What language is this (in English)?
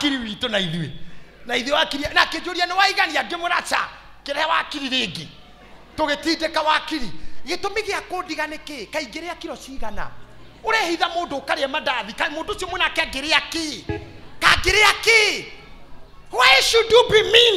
Kikuyu